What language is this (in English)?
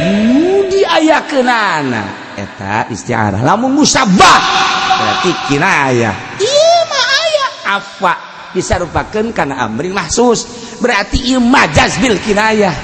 Sundanese